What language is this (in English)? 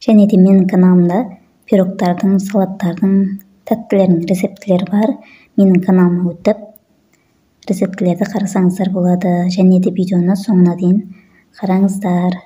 Kazakh